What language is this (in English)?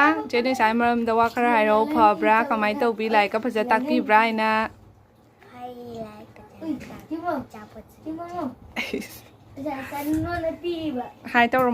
Manipuri